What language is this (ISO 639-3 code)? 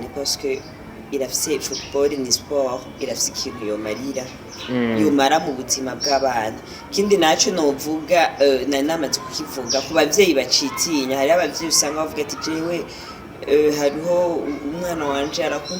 run